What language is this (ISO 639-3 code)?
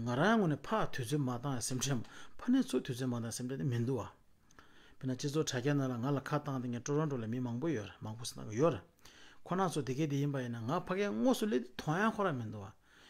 bod